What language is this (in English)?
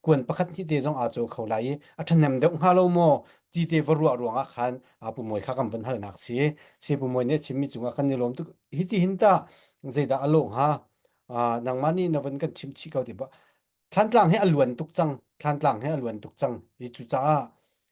Hakha Chin